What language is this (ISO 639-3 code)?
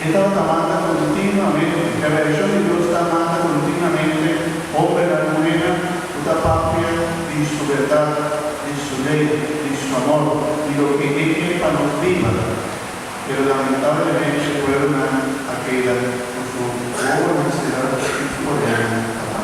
pap